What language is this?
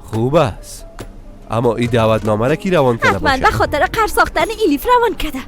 Persian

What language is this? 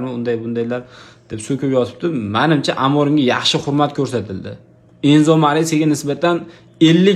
Uzbek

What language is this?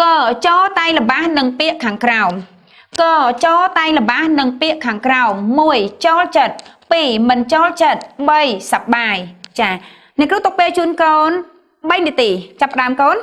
Khmer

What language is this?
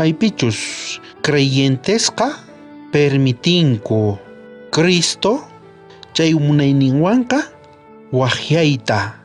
South Bolivian Quechua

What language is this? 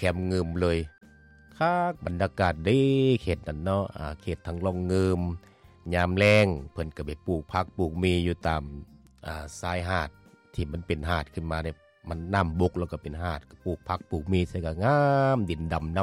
Lao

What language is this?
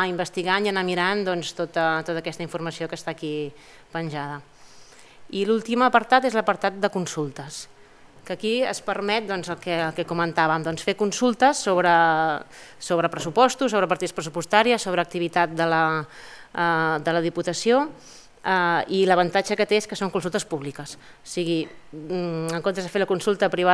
Catalan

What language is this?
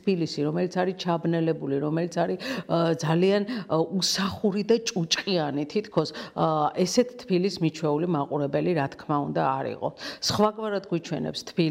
Georgian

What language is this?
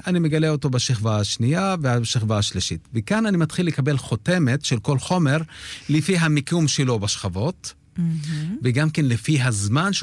Hebrew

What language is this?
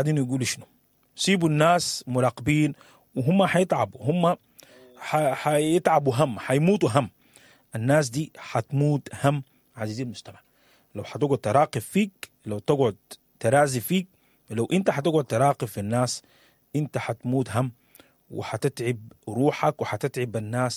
Sudanese Arabic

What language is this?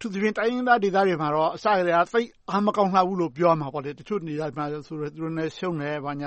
Burmese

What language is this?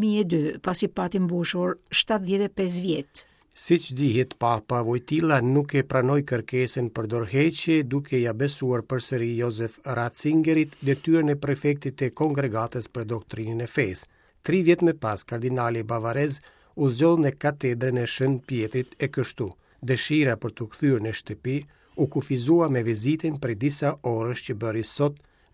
Albanian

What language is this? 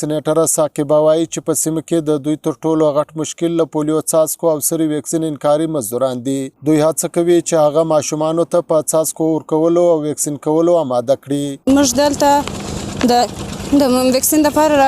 Pashto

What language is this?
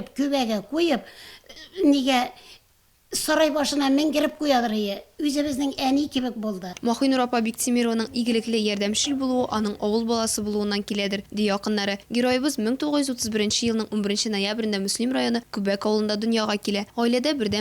Tatar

